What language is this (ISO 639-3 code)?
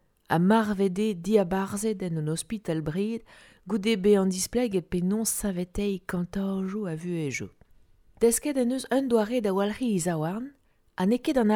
bre